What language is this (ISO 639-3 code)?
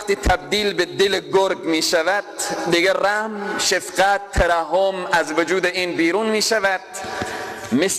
fas